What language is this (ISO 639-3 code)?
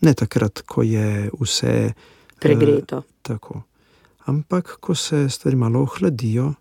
slv